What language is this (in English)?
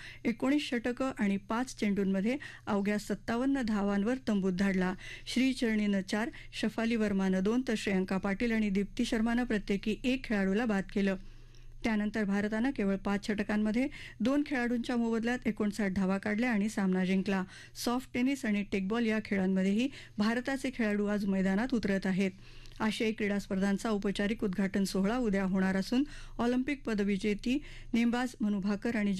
Marathi